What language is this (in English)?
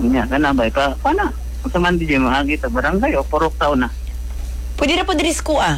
Cebuano